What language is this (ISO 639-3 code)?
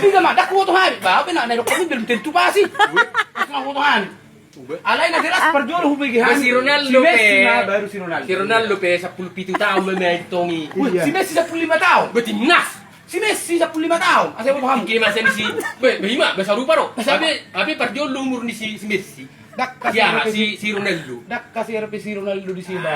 bbc